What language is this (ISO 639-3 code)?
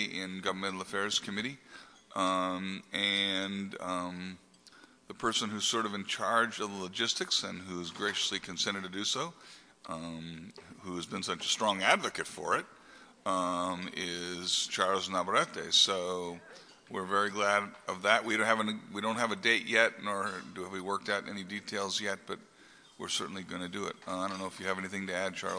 eng